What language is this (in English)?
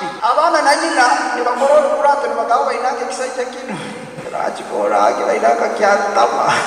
Nyoro